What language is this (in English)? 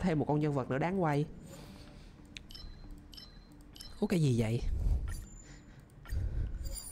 Vietnamese